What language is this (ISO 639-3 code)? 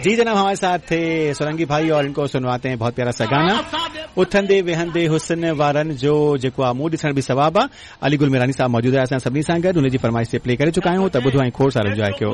snd